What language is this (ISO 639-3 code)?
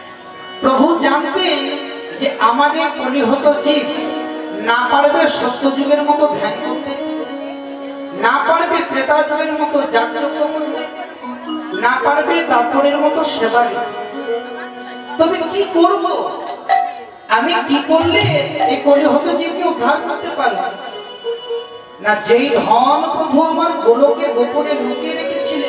ben